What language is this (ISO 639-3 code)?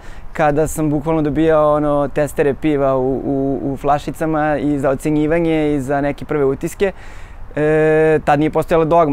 srp